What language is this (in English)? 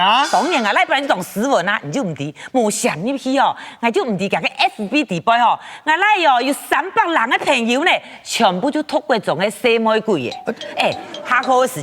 Hakka Chinese